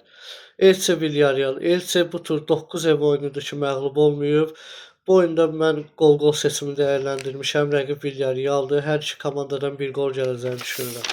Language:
Azerbaijani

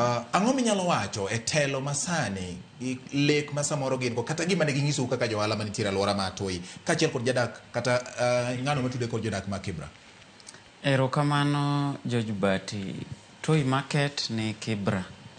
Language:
Luo (Kenya and Tanzania)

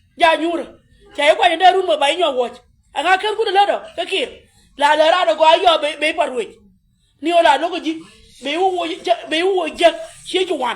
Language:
Nuer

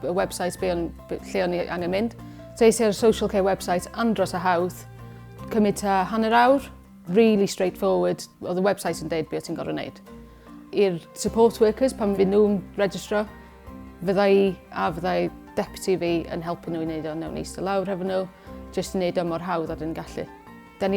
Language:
Welsh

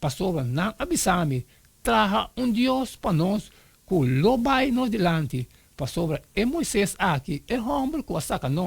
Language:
Papiamento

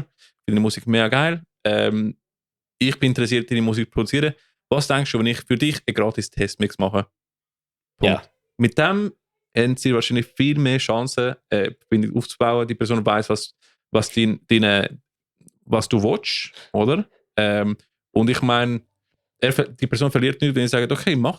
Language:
Swiss German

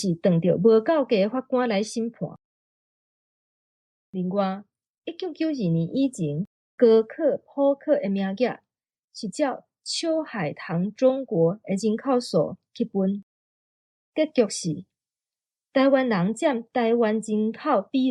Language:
Min Nan Chinese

